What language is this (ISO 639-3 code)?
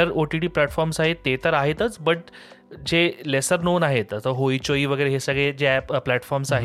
mar